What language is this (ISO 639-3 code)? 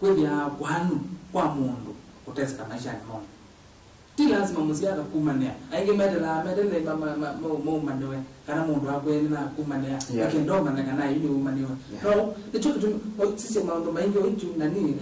kam